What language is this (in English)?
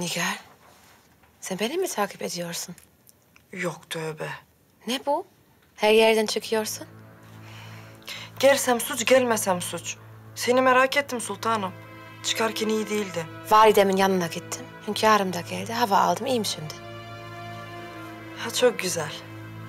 Turkish